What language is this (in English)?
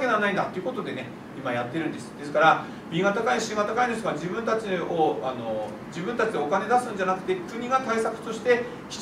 Japanese